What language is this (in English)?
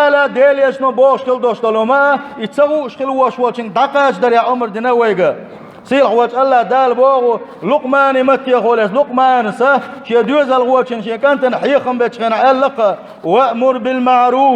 Chechen